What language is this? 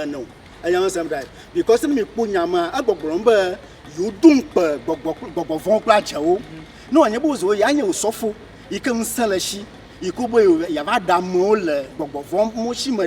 Ewe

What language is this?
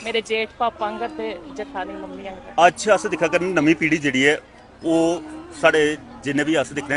Dogri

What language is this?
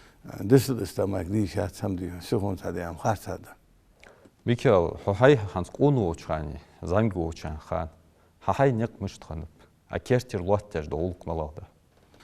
Ingush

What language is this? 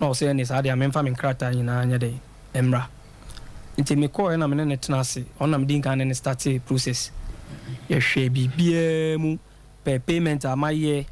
Akan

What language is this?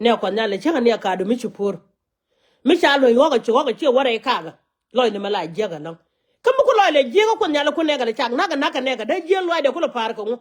Nuer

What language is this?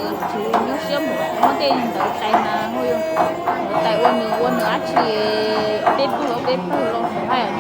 Hmong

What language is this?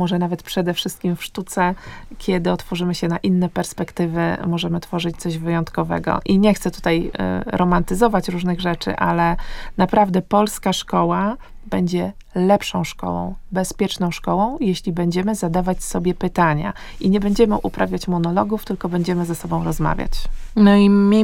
Polish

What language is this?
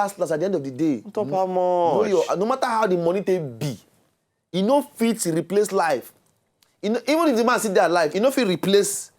Nigerian Pidgin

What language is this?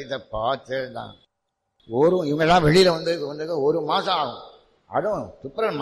Tamil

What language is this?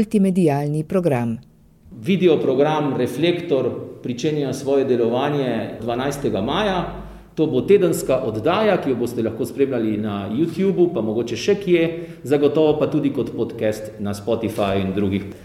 Slovenian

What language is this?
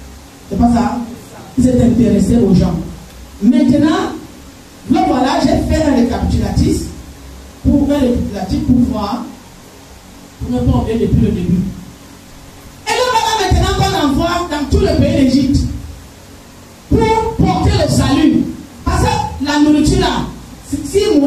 French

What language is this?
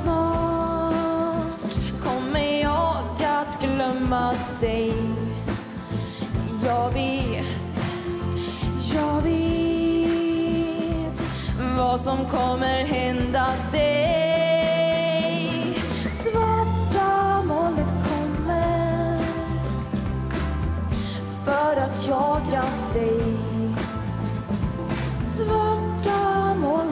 Swedish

